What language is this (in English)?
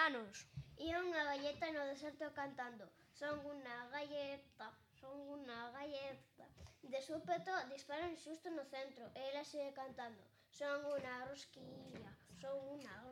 Galician